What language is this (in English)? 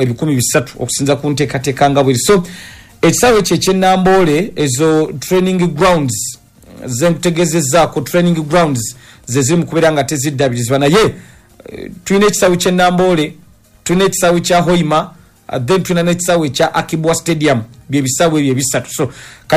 Ganda